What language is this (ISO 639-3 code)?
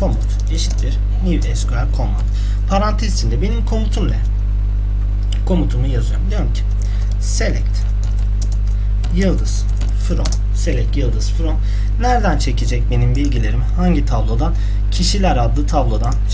tur